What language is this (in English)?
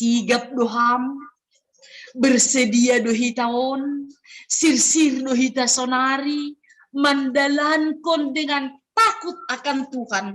Batak Simalungun